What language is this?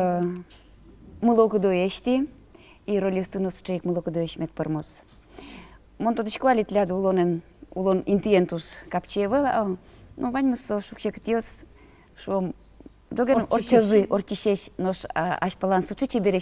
Udmurt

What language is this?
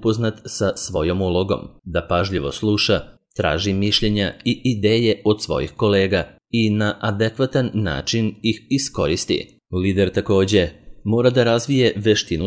Serbian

